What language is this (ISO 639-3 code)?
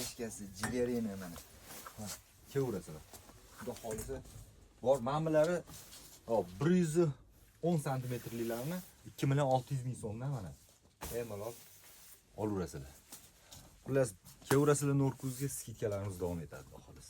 uzb